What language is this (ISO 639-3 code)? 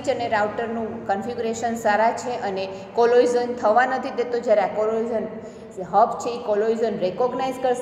guj